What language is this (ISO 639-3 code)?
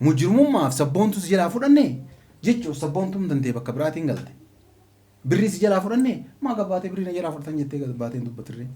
orm